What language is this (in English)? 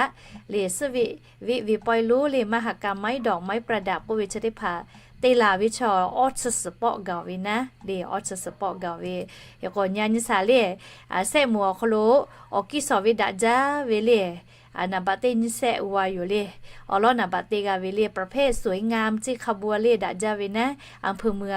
Lahu